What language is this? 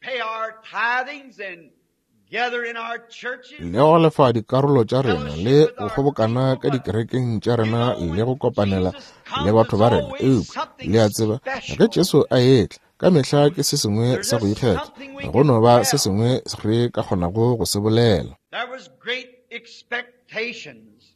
Northern Sotho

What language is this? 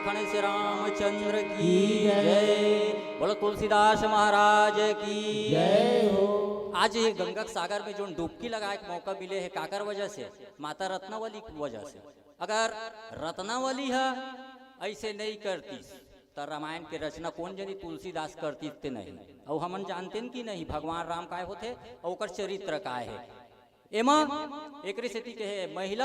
Chhattisgarhi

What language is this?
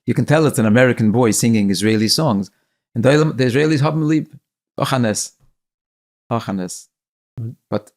Yiddish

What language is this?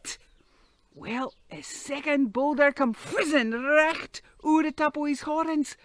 Scots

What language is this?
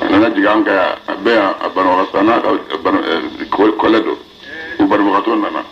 Bambara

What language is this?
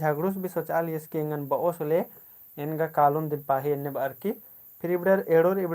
Kurukh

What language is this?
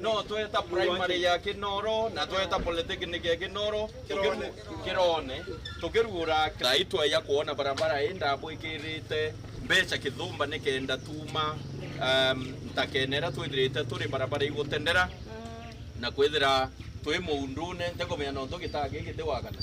Meru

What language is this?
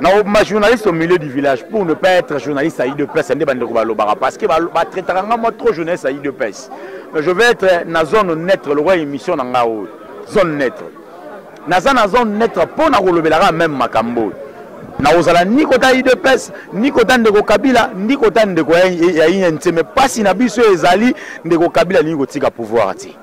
Lingala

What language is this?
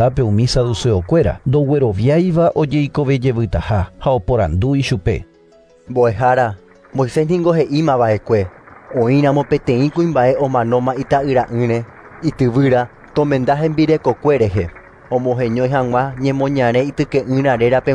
Guarani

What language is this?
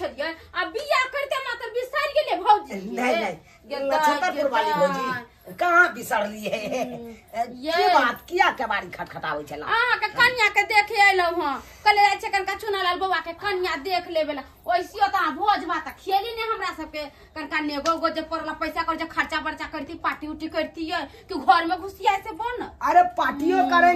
Maithili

